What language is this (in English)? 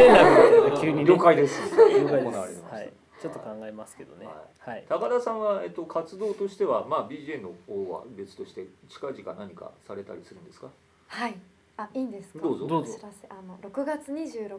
Japanese